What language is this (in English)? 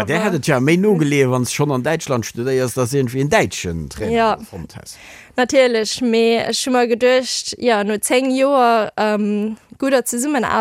Luxembourgish